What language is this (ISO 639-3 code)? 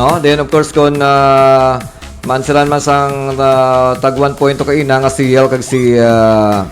hil